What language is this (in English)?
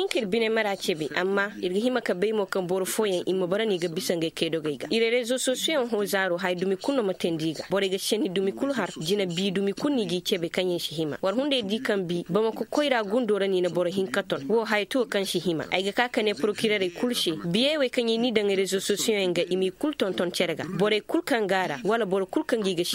Koyraboro Senni